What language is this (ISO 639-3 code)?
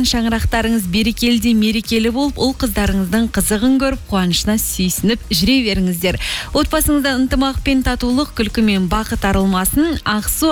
kaz